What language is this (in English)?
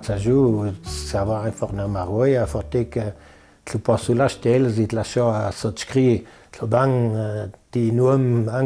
Ladin